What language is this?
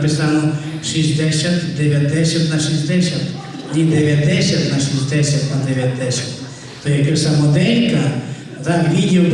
Rusyn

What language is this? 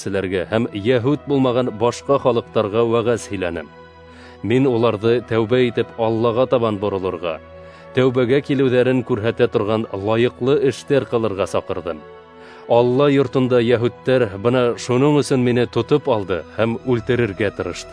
Bashkir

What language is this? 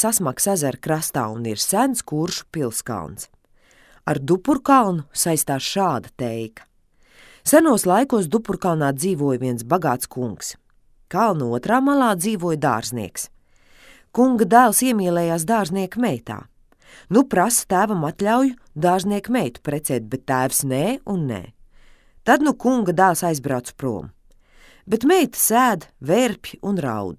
Latvian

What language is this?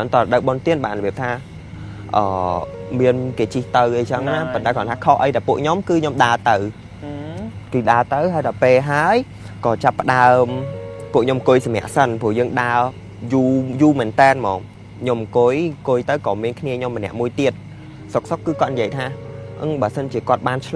Khmer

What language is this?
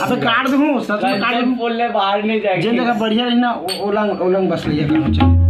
Chhattisgarhi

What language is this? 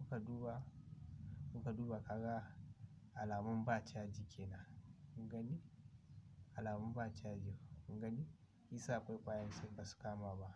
Hausa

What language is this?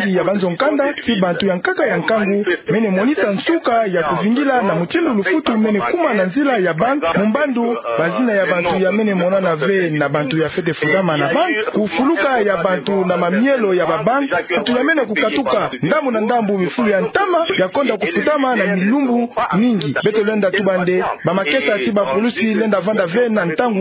Kituba (Democratic Republic of Congo)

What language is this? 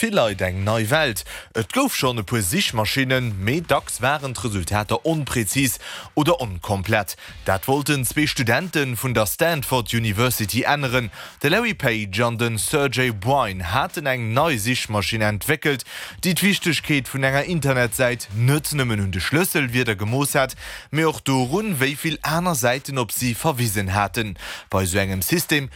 Luxembourgish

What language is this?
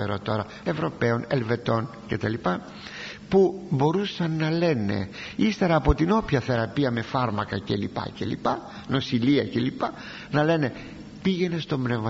Greek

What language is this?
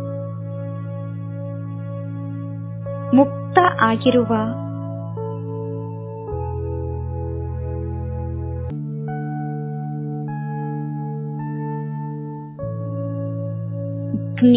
Kannada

